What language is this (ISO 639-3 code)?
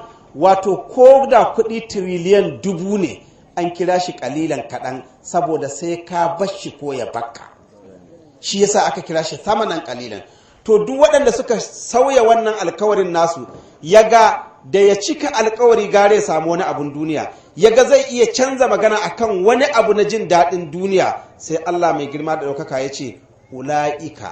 hau